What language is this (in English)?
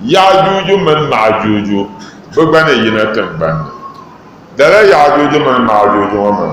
Dagbani